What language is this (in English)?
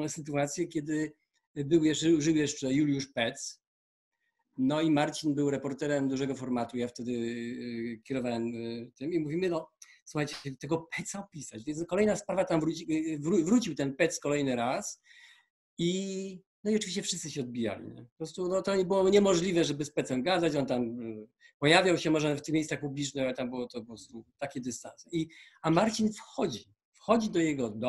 Polish